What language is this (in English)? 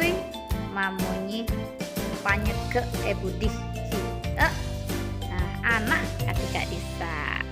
Madurese